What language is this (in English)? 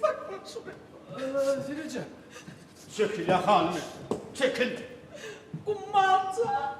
Turkmen